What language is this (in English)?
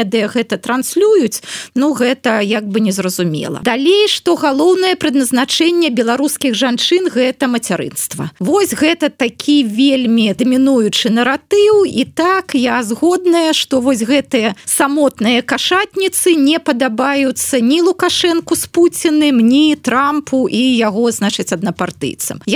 Belarusian